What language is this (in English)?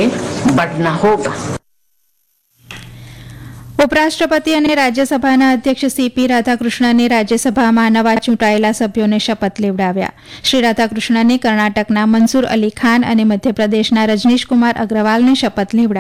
Gujarati